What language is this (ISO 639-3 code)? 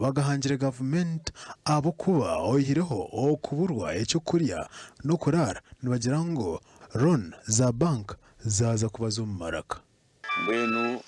nyn